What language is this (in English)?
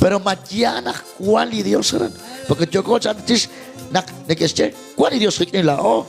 Kekchí